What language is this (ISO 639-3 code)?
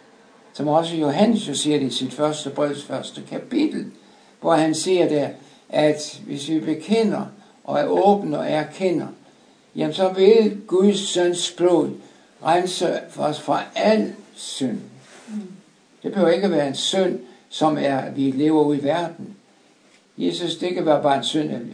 dan